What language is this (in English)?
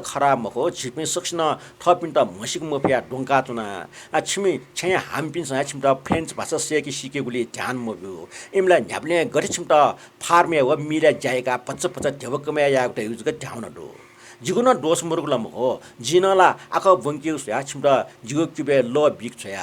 Newari